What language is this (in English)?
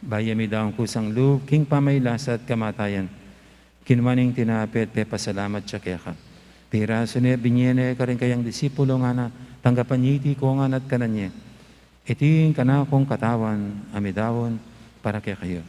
Pampanga